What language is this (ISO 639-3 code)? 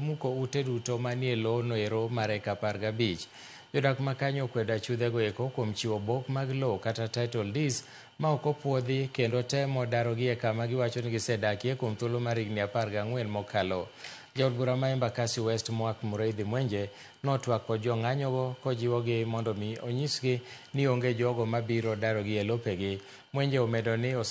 luo